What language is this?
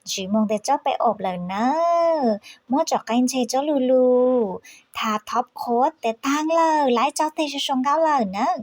Hmong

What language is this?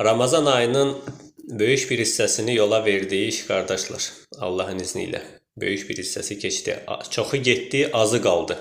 Azerbaijani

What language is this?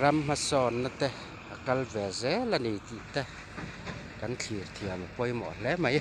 Mizo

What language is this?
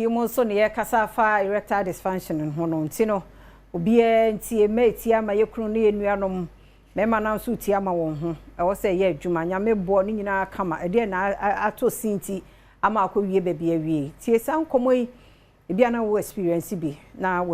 Akan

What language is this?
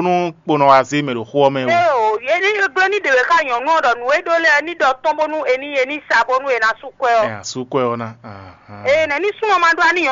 Fon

